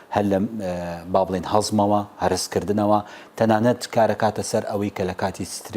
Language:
Central Kurdish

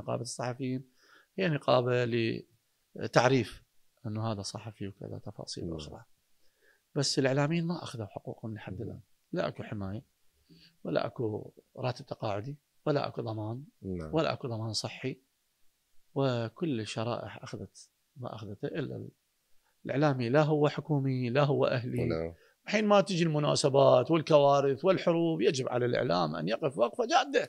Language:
Mesopotamian Arabic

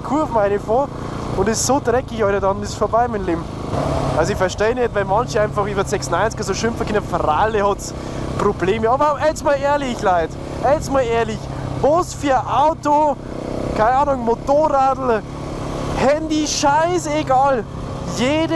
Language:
Bavarian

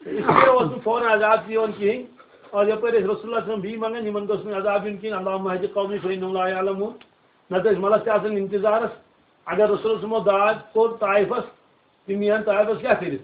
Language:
Kashmiri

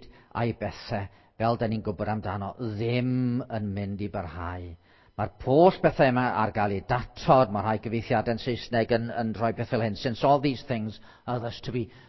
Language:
Welsh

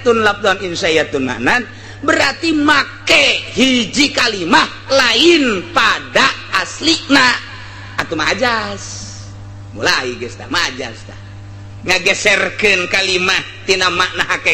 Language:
Sundanese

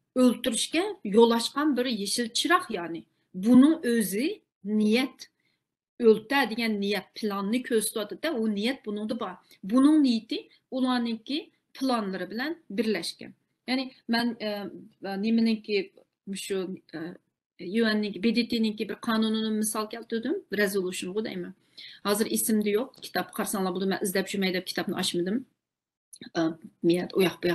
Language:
Uyghur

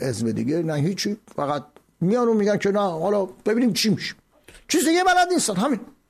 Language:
Persian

